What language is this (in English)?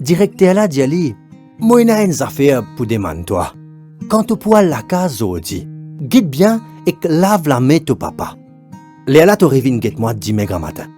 Morisyen